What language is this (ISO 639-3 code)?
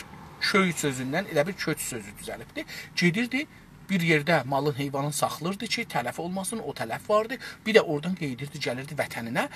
azb